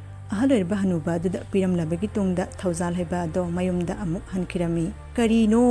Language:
Manipuri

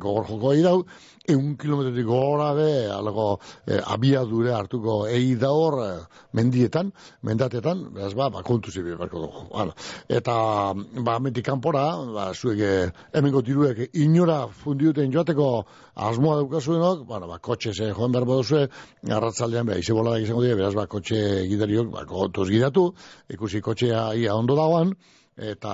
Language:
Basque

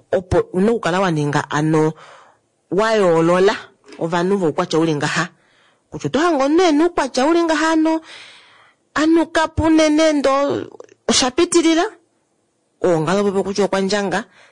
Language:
Kuanyama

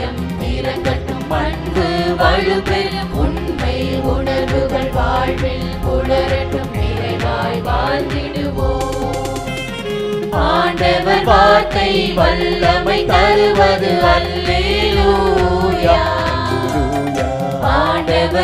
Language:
Tamil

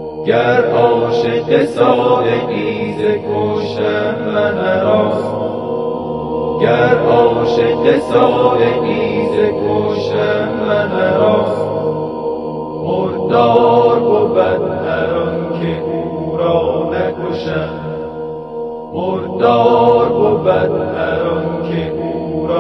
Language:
Persian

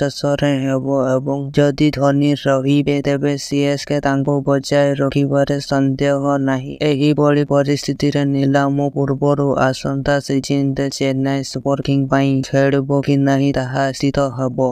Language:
Odia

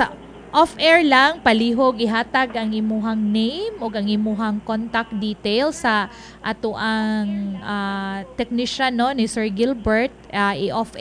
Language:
Cebuano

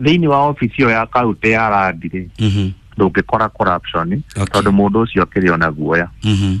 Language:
Kikuyu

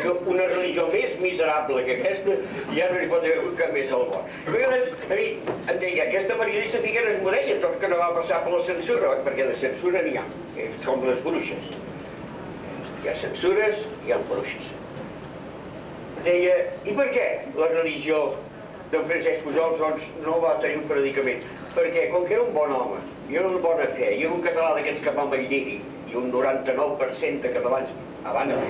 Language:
Catalan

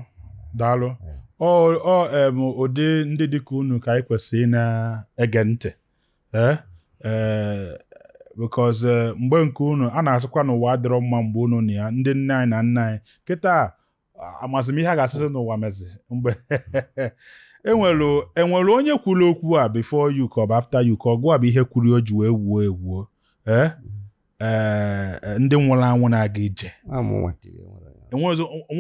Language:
Igbo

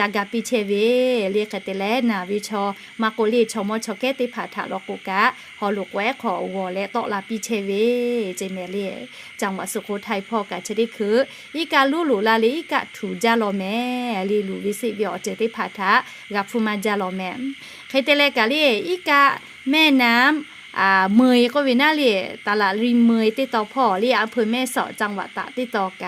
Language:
Lahu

